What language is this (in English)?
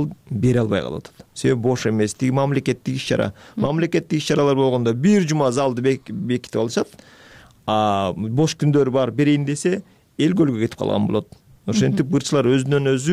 Kyrgyz